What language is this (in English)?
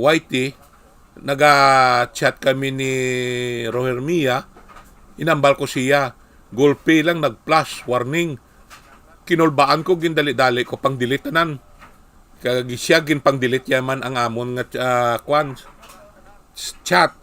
Hiligaynon